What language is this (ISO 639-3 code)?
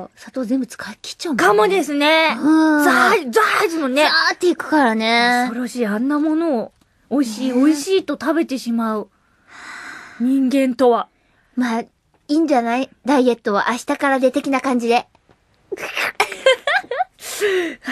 jpn